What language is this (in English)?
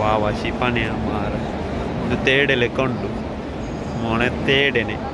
Tulu